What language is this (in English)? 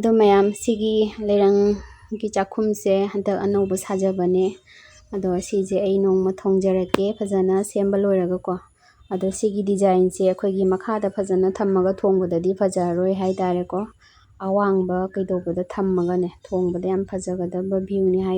Manipuri